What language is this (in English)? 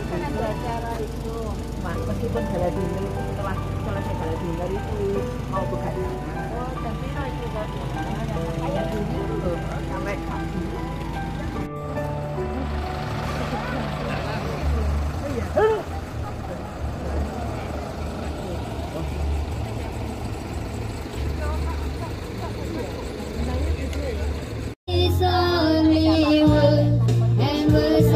Indonesian